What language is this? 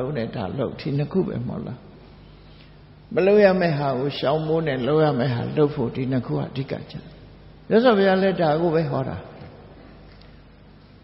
Burmese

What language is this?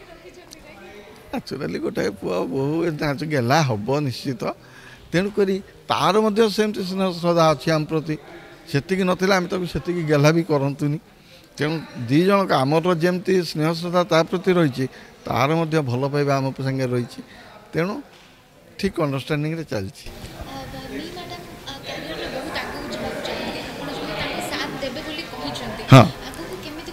Odia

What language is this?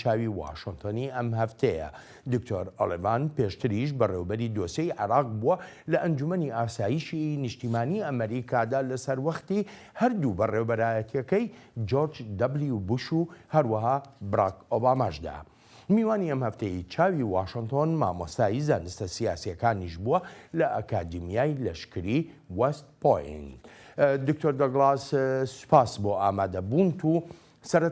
Central Kurdish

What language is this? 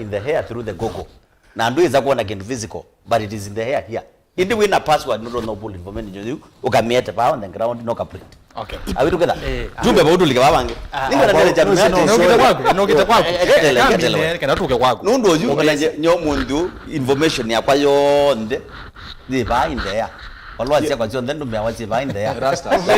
Kamba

